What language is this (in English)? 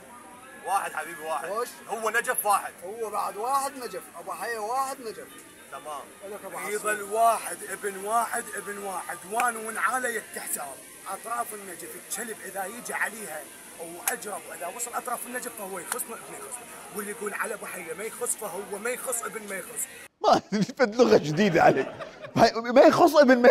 Mesopotamian Arabic